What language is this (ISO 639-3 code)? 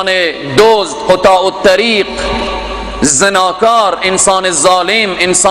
fas